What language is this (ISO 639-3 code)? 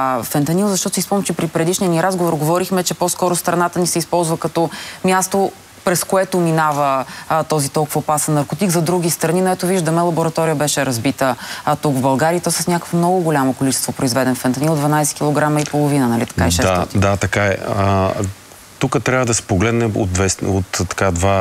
bul